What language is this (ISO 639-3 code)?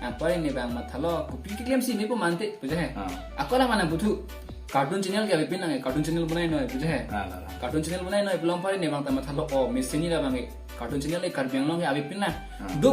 mjw